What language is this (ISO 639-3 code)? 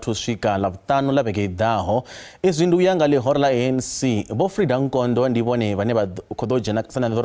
ven